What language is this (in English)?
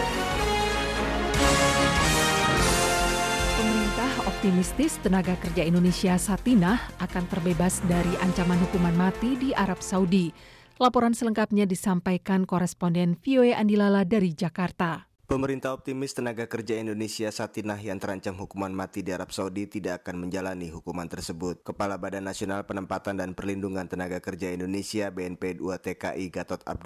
Indonesian